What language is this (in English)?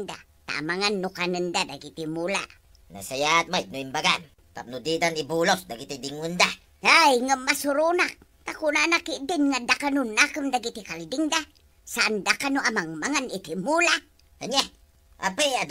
Iloko